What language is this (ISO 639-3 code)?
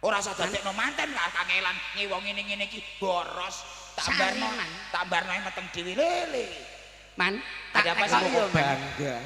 jav